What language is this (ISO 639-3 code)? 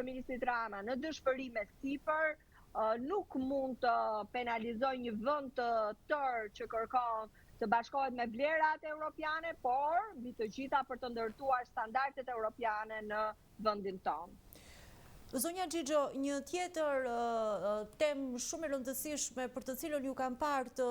sqi